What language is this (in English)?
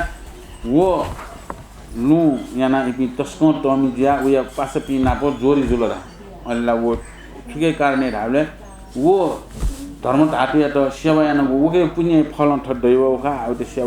Newari